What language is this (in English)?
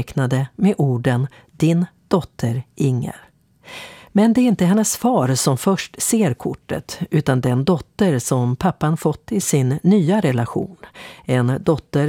Swedish